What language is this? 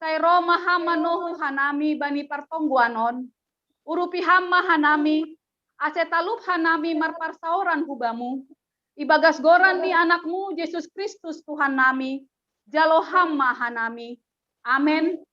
Batak Simalungun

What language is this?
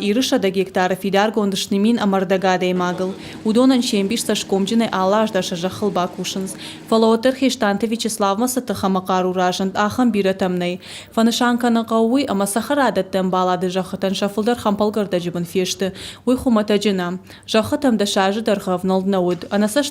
Ossetic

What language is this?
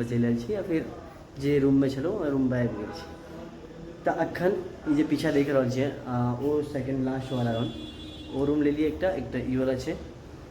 Maithili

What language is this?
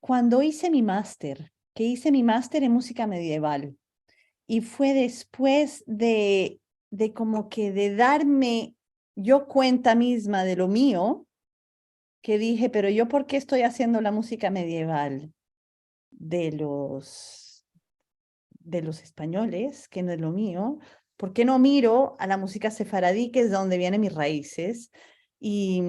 Ladino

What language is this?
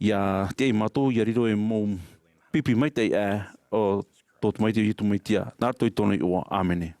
Tahitian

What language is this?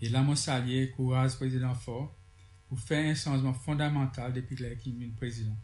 Seselwa Creole French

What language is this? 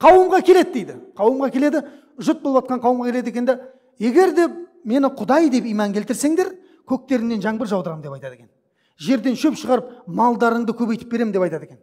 Kazakh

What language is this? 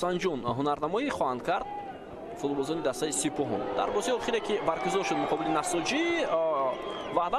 Tajik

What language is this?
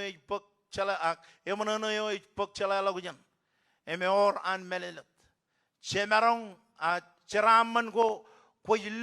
Marshallese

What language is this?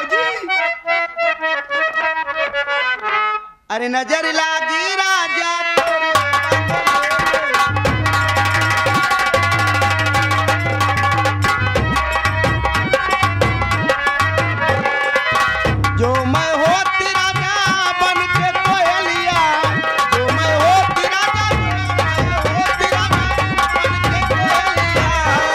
Bhojpuri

